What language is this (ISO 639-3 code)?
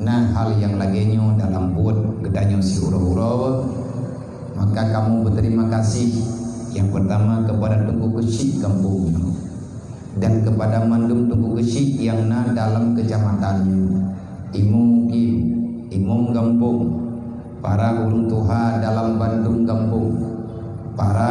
ace